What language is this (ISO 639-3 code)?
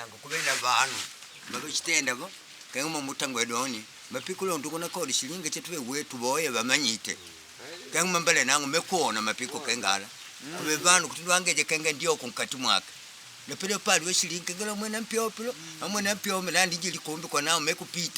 kde